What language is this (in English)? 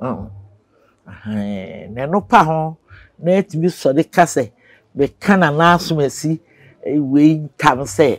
Akan